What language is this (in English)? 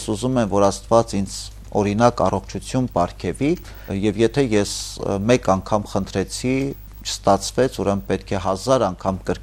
Armenian